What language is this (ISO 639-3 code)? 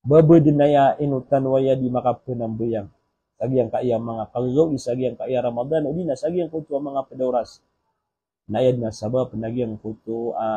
mrw